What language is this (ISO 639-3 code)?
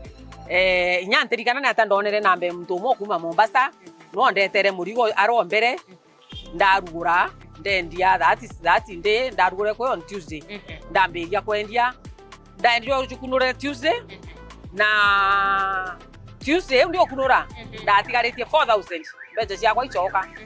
mer